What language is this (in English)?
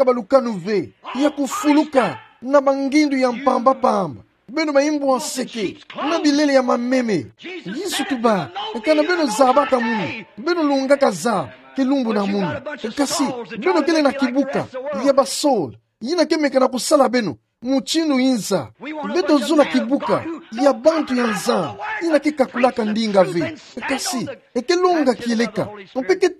Kituba (Democratic Republic of Congo)